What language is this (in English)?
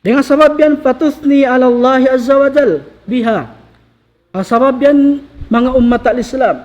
Tausug